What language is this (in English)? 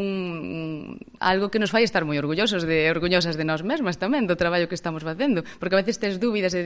Galician